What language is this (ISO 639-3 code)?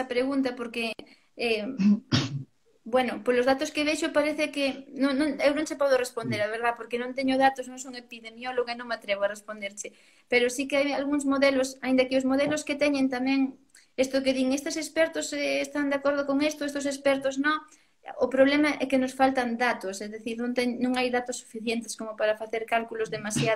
glg